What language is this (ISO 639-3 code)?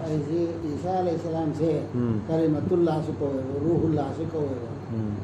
mni